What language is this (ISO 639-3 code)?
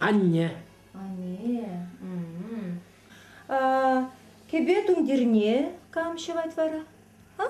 chv